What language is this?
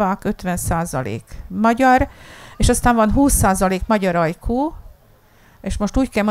Hungarian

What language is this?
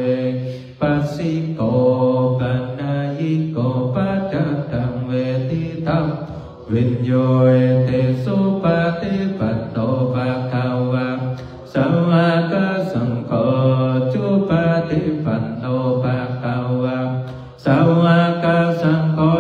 Pali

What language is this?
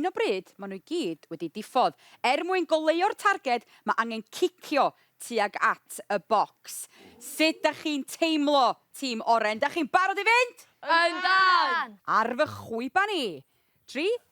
Welsh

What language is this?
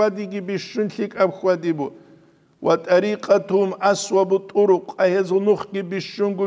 Avaric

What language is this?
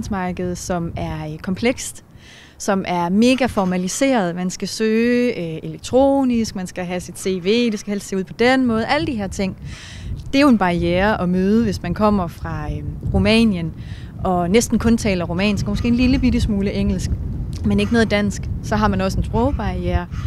Danish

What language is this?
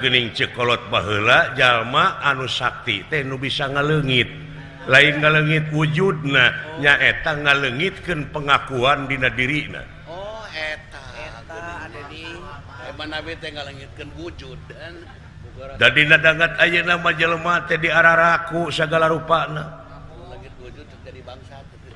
Sundanese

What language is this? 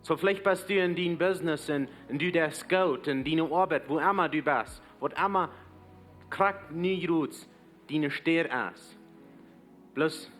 Plautdietsch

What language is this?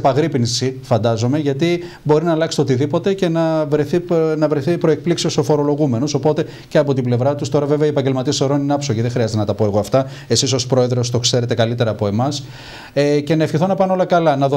Greek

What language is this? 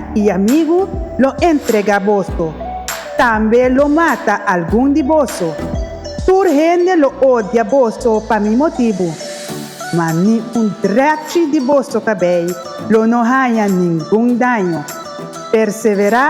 Papiamento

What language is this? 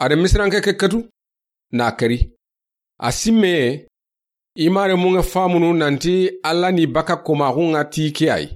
Soninke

